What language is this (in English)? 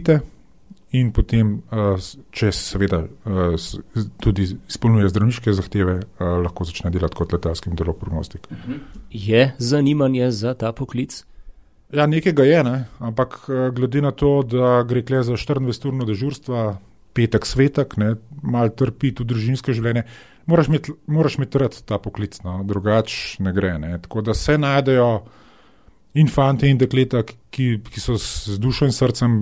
Slovenian